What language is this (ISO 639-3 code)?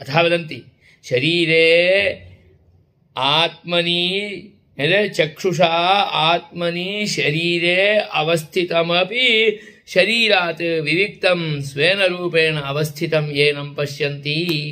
san